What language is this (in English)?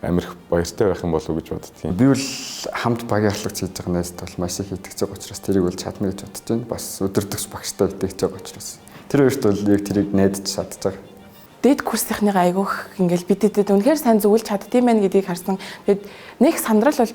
Mongolian